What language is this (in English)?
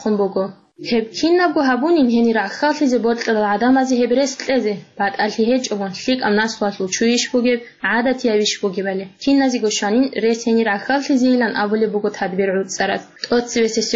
Avaric